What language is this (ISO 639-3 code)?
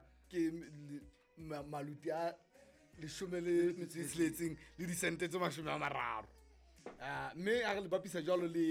sot